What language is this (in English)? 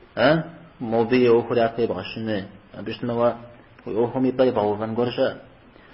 Kabardian